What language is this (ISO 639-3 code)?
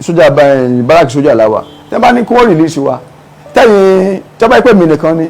yor